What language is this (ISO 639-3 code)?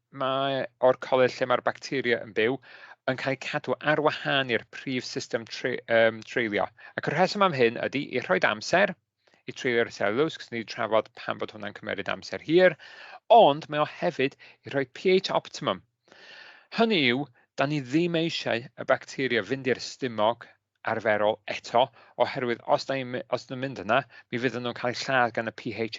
cym